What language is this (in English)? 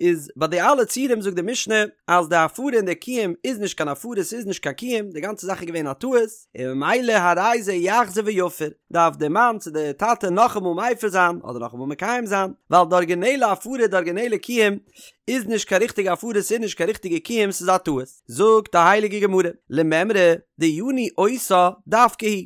Yiddish